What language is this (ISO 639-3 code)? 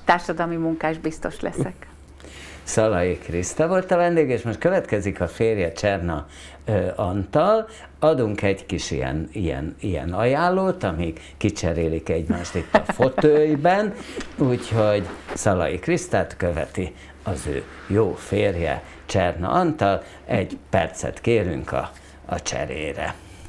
hun